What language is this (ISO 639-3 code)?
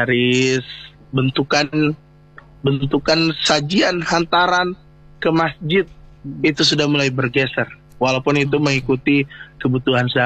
ind